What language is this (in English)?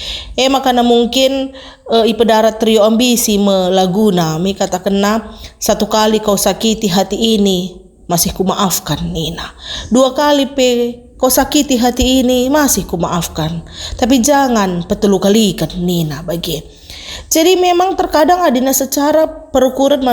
Batak Karo